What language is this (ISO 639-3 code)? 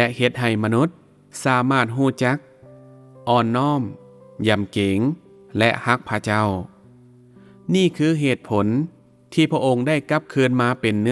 lao